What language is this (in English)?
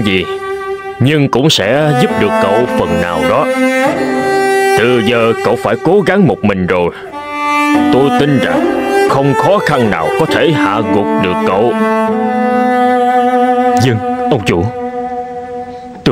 Vietnamese